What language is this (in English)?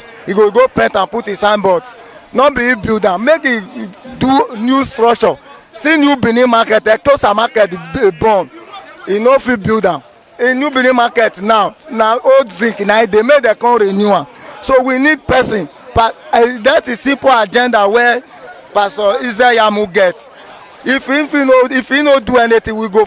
Nigerian Pidgin